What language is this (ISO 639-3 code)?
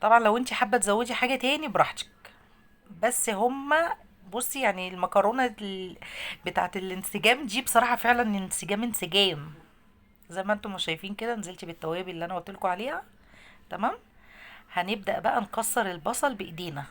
arz